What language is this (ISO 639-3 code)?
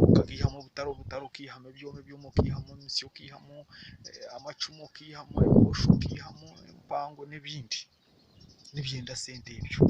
nyn